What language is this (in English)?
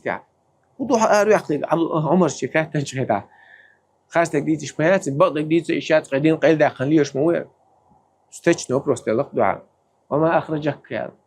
Chechen